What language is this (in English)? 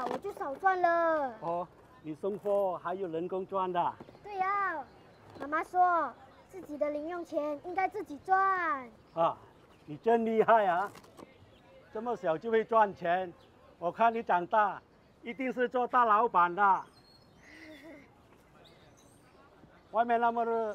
Chinese